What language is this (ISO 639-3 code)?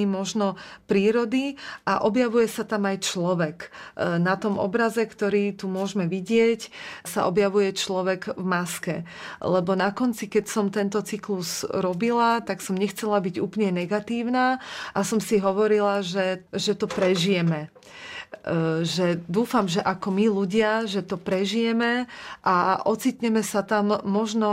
slk